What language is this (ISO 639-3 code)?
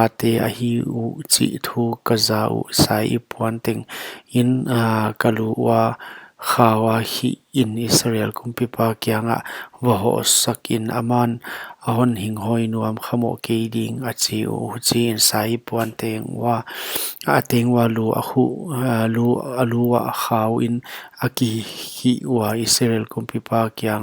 pck